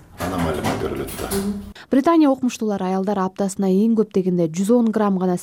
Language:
Kyrgyz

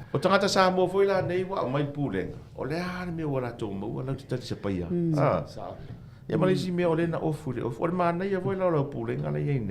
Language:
Samoan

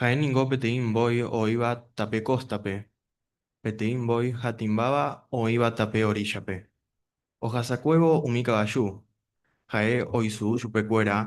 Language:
Guarani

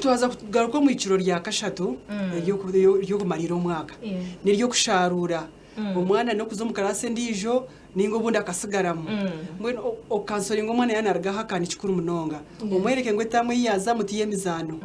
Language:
Nyankole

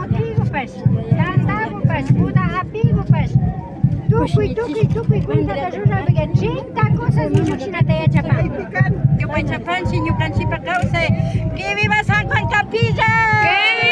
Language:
Imbabura Highland Quichua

